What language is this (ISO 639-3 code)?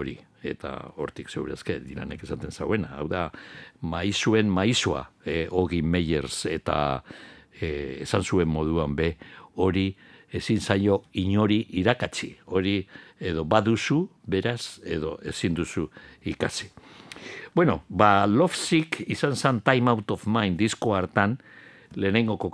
eus